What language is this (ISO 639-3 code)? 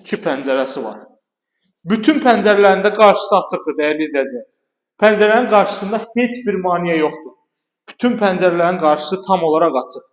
aze